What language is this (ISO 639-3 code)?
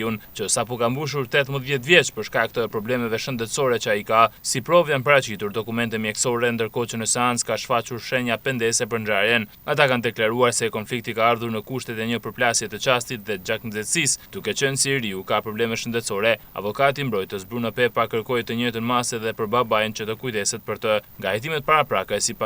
sqi